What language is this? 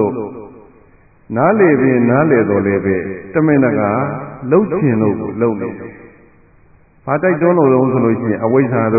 Burmese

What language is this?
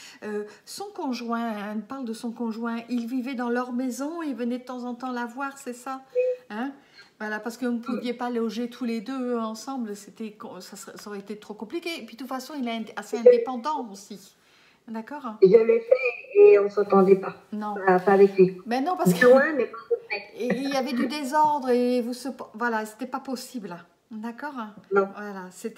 French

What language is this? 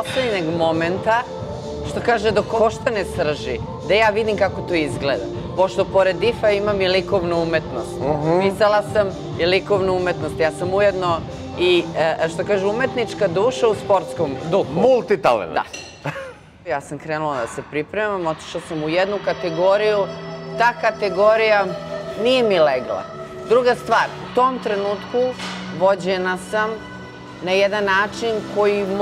Serbian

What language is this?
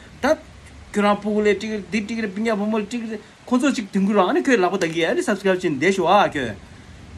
Tibetan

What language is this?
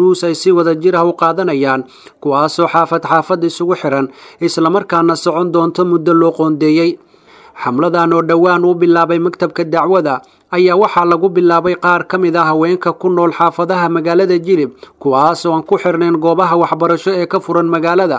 Somali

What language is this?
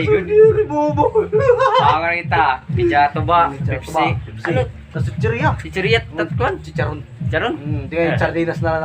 Waray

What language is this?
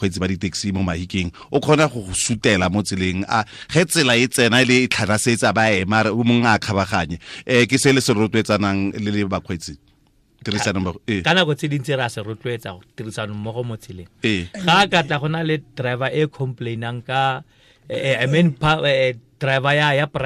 Tswana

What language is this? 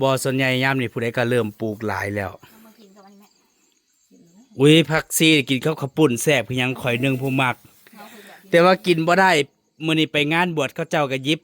Northeastern Thai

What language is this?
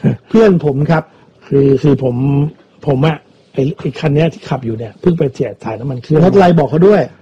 Thai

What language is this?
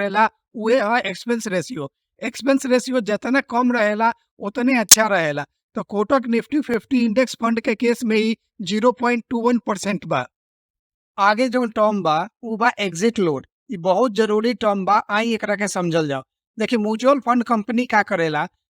Bhojpuri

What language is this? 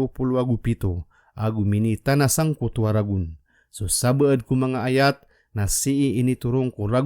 Maranao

